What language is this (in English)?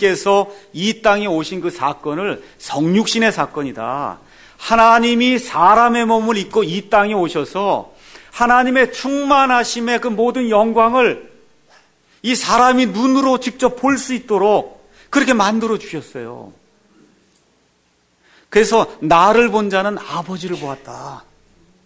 Korean